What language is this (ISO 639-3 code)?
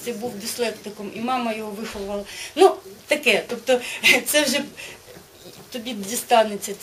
ukr